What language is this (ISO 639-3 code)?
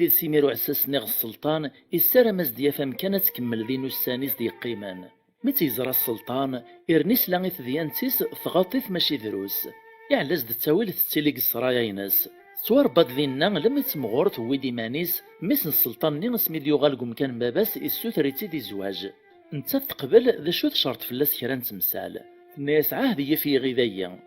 kab